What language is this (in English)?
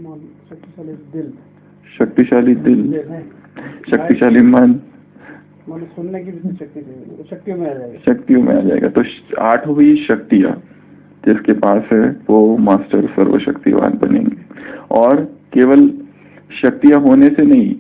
Hindi